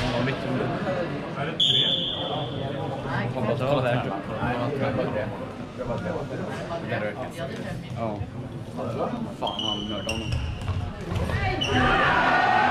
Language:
Swedish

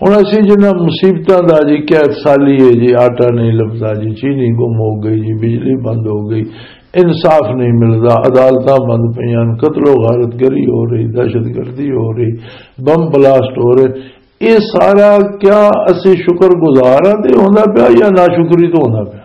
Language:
Western Panjabi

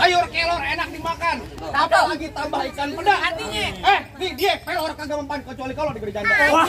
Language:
Betawi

